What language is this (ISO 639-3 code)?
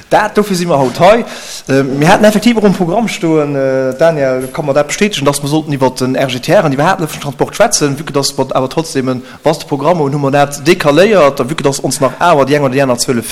ltz